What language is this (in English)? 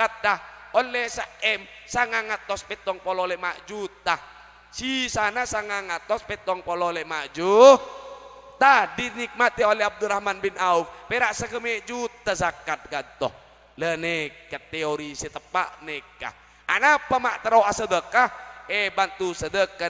Madurese